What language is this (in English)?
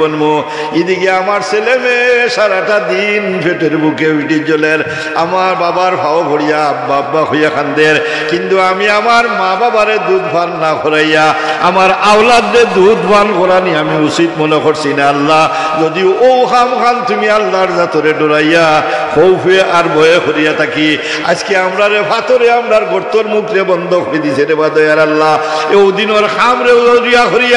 Sylheti